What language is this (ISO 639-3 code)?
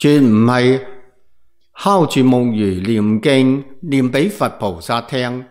yue